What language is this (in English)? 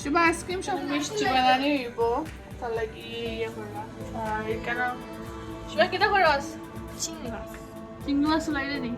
Sylheti